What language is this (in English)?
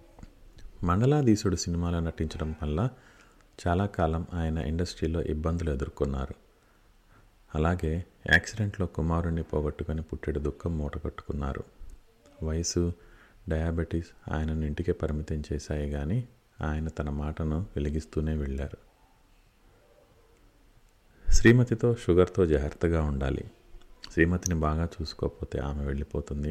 Telugu